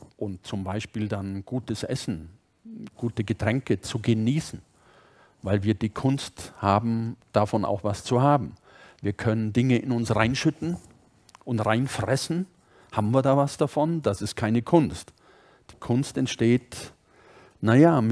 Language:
German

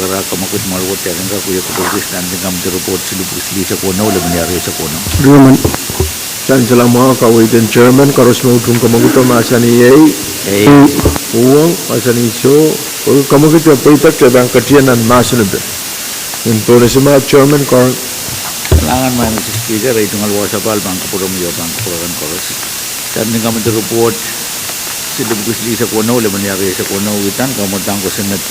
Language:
Pohnpeian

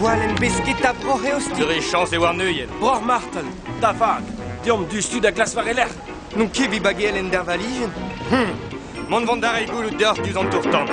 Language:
Breton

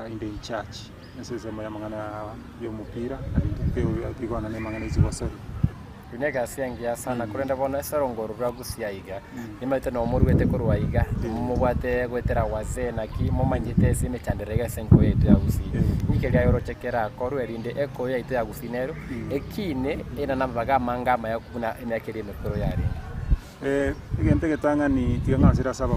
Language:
Gusii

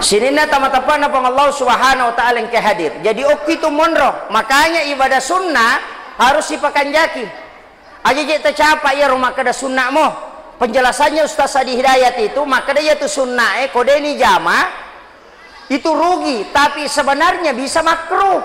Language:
Buginese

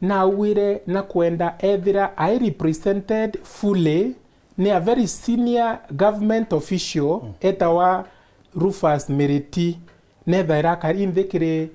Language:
Meru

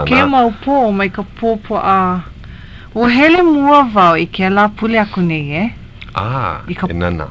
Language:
Hawaiian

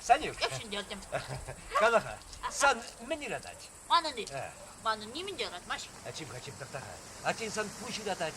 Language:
Chuvash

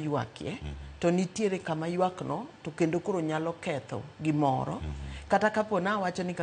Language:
Luo (Kenya and Tanzania)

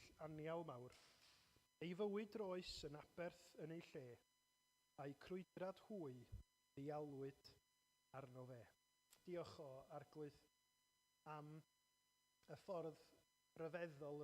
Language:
Welsh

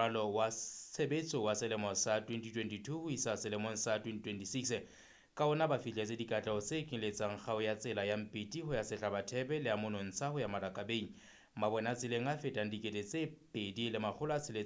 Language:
Southern Sotho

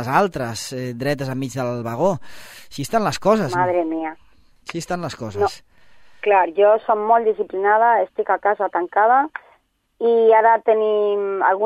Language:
Catalan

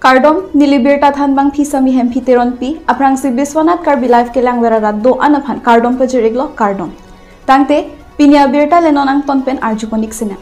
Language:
Karbi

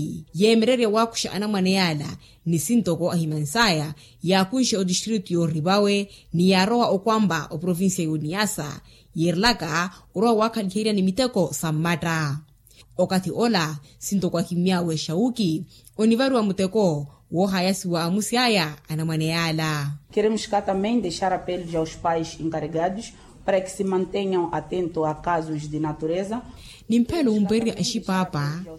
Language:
Makhuwa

